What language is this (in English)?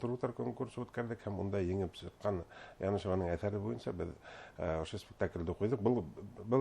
Bashkir